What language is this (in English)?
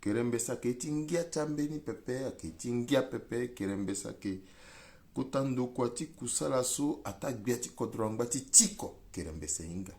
Sango